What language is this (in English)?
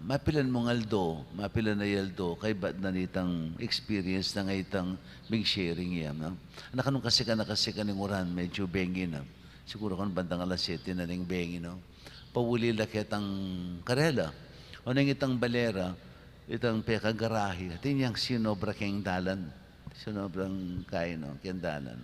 Pampanga